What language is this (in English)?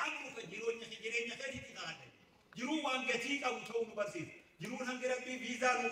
Oromo